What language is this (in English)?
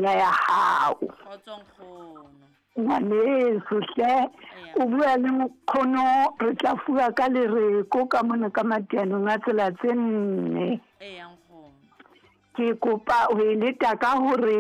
Southern Sotho